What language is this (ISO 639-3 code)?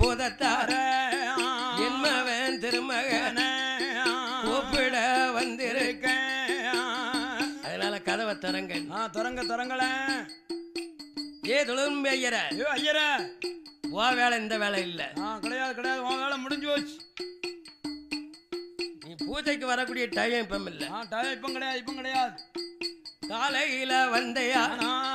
tam